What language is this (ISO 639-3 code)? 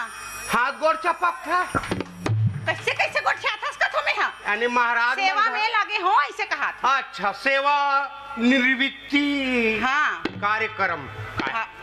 hne